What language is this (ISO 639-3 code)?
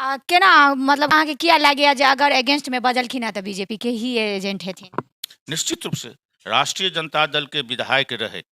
mai